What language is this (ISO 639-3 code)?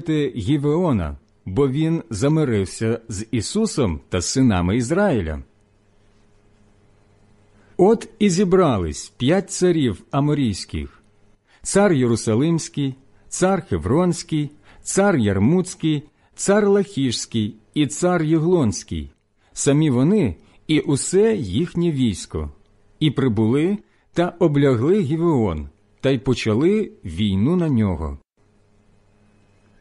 ukr